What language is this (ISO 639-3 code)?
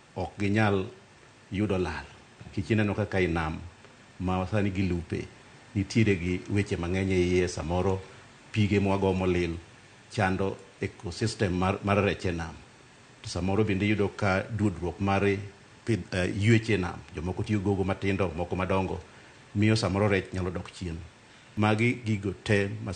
luo